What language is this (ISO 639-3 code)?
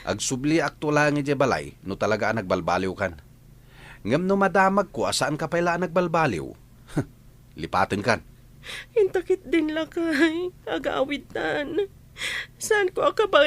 ilo